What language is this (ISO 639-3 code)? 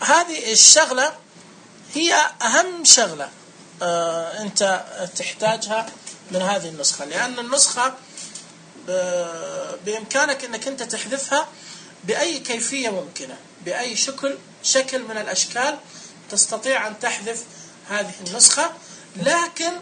ars